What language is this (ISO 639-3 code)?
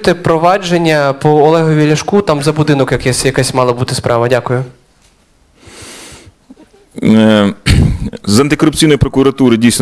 ukr